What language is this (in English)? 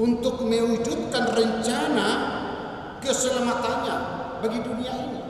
Batak Toba